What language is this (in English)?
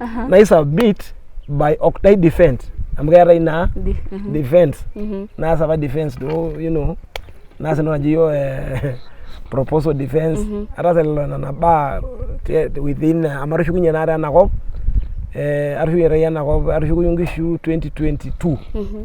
Masai